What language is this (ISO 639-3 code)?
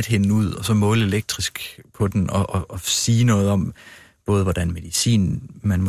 dan